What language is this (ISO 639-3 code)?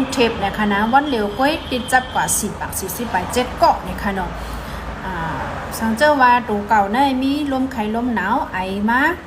shn